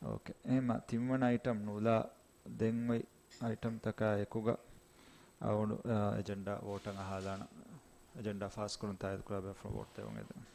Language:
Divehi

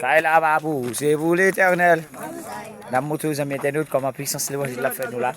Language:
Haitian Creole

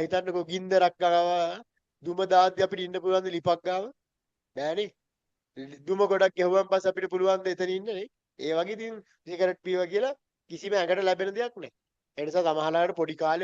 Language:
Sinhala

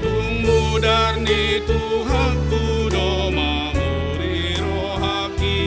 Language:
Batak Toba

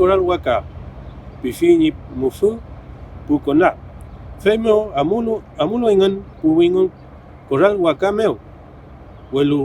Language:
Mapuche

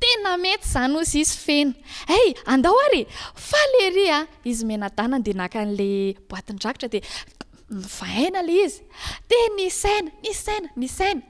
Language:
Malagasy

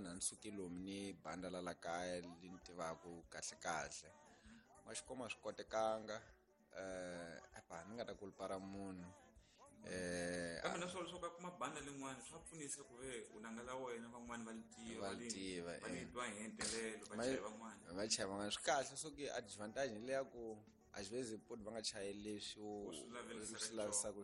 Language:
Tsonga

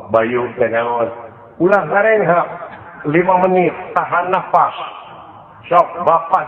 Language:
Sundanese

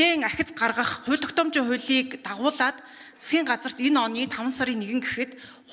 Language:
Mongolian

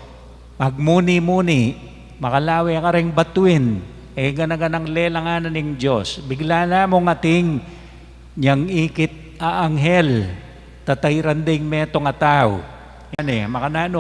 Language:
Pampanga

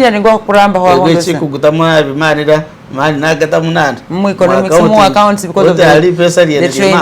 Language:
Masaaba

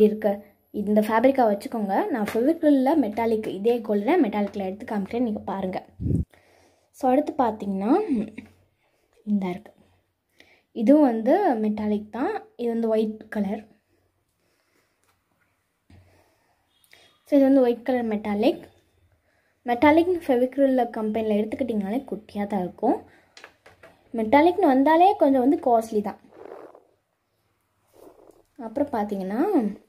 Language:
Tamil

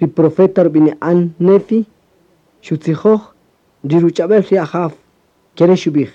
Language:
Kaqchikel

